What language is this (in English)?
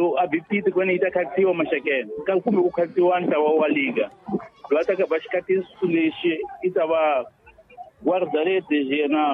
Tsonga